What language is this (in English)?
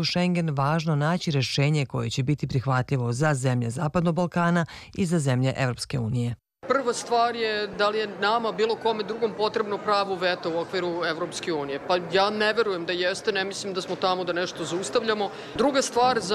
Serbian